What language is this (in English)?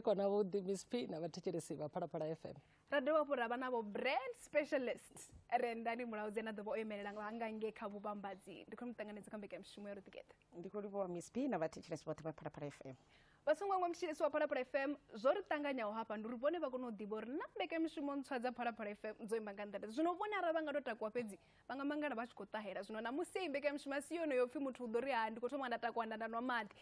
Venda